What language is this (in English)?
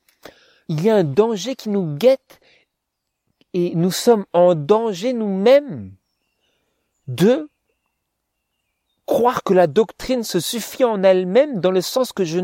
French